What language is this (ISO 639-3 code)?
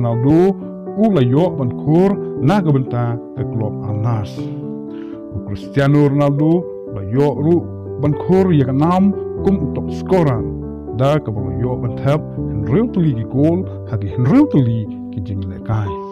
kha